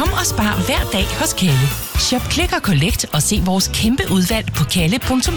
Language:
Danish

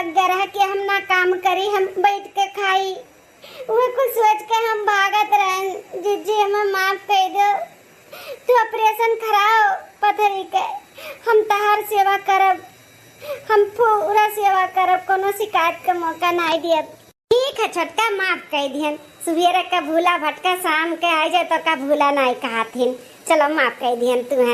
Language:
Awadhi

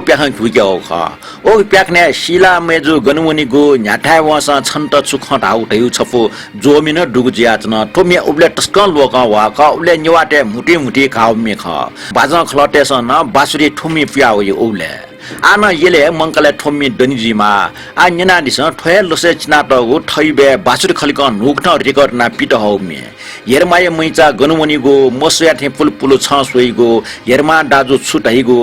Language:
Newari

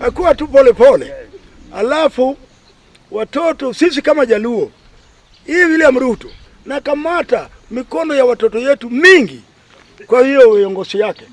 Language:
Gusii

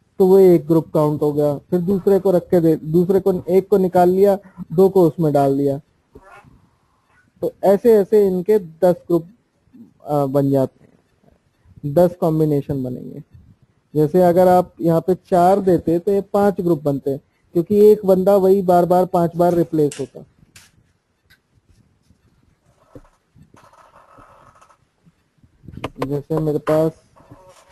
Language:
Hindi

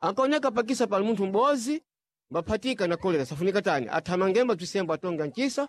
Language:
Sena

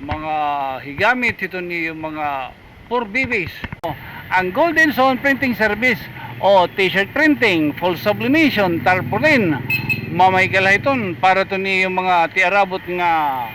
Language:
Waray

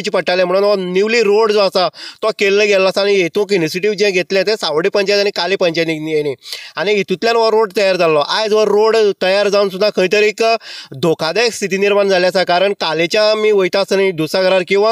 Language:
Konkani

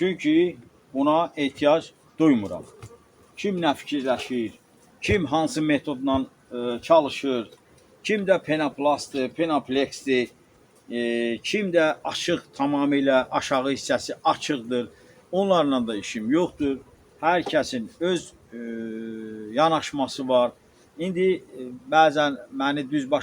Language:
Azerbaijani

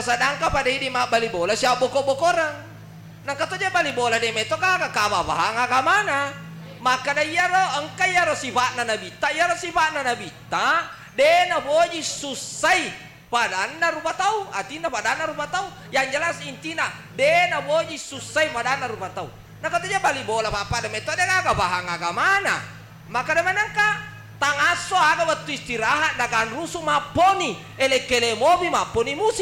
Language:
Buginese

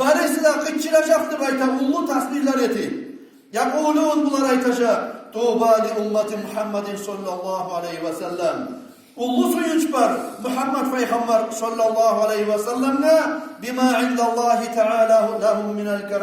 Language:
Kumyk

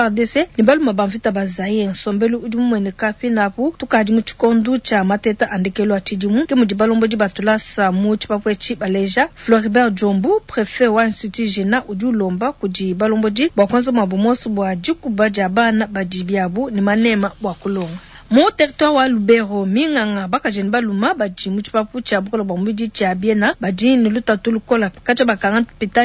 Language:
Luba-Lulua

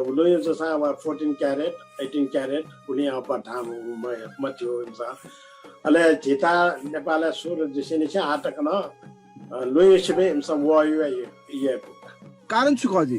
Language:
Newari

